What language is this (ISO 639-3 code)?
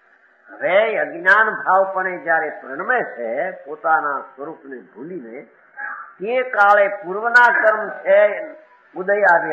guj